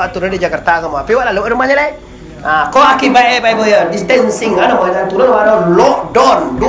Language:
Minangkabau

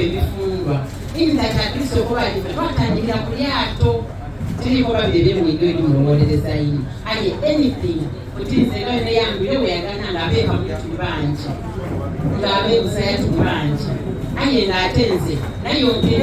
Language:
Soga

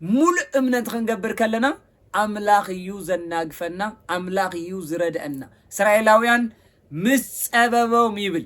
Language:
Tigrinya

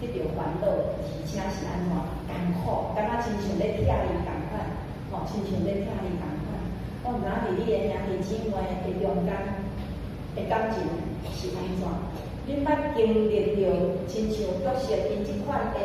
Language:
Min Nan Chinese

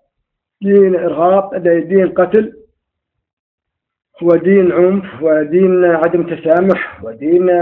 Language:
Arabic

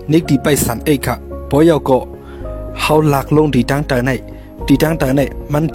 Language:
Shan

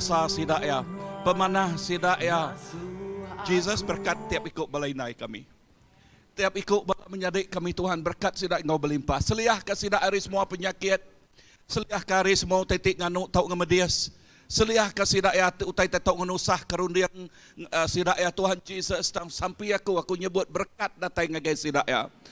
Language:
Iban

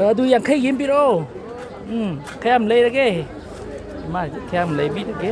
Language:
Manipuri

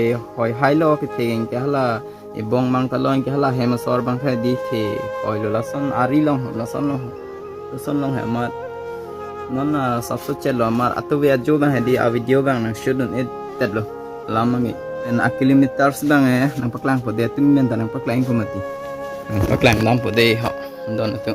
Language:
Karbi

